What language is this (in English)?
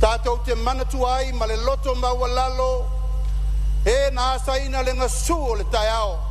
Samoan